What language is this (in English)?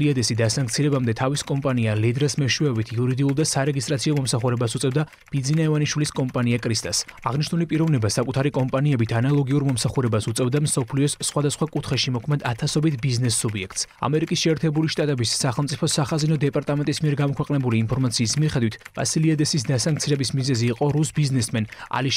Georgian